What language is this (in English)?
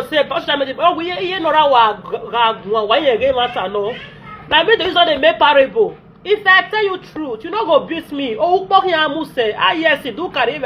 Nigerian Pidgin